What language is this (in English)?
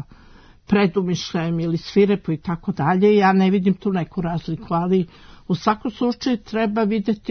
Serbian